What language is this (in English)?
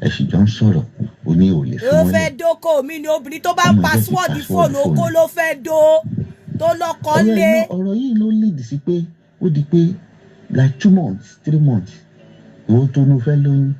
Yoruba